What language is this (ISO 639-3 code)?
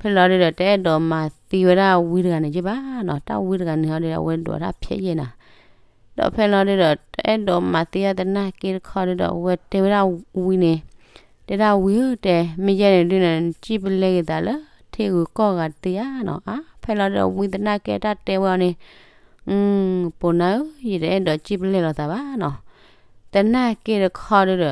ksw